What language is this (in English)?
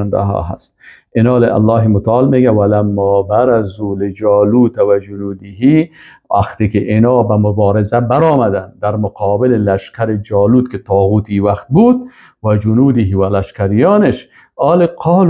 Persian